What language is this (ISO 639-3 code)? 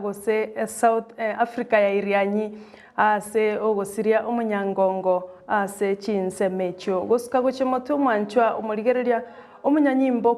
guz